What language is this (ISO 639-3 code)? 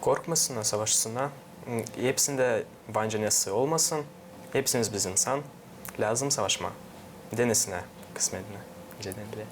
gag